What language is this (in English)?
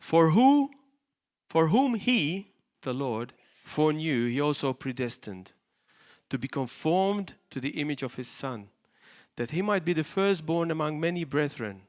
English